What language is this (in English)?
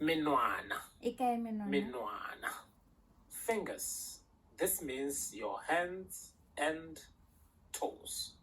Tswana